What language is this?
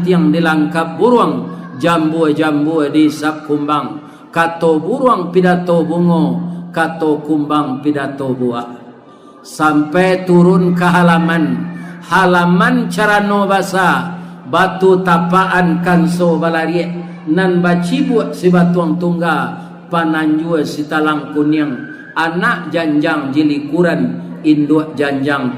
Minangkabau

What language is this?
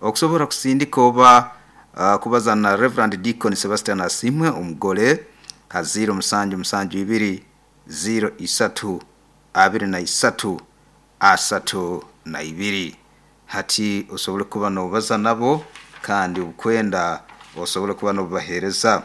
Nyoro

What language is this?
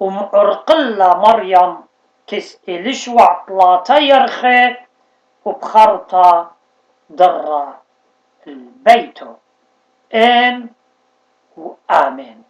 Assyrian Neo-Aramaic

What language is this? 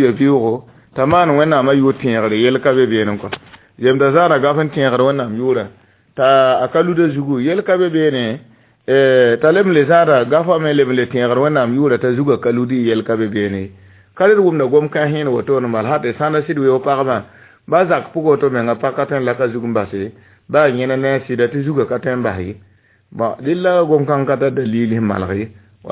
Mossi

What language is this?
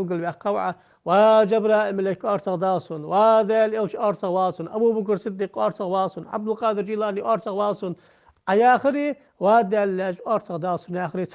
Ingush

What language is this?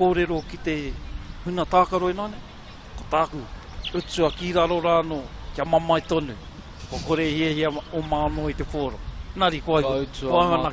Māori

